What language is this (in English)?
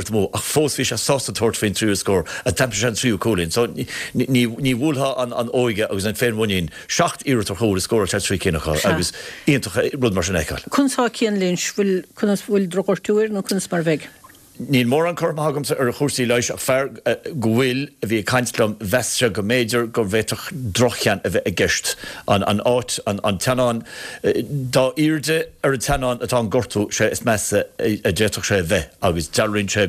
Irish